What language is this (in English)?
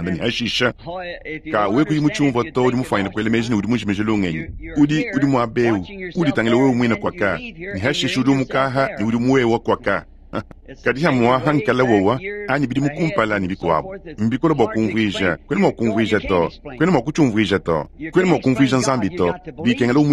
Luba-Lulua